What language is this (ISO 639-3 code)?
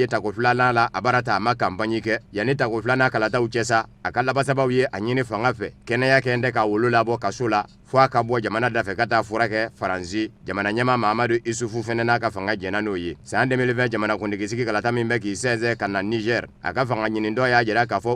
bam